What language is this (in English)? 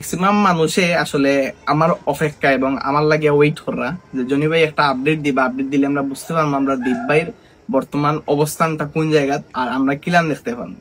Sylheti